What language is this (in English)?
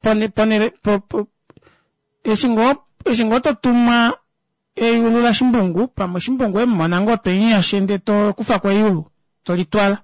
Kuanyama